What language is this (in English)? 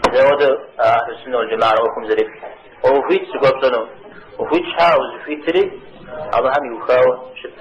Kabardian